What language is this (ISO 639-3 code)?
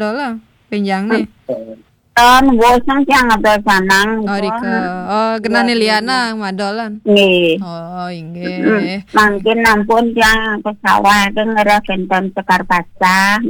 ban